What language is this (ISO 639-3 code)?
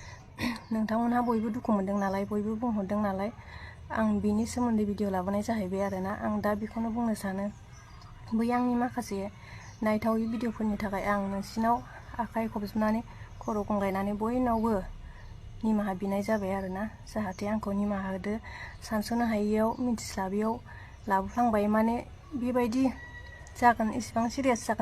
brx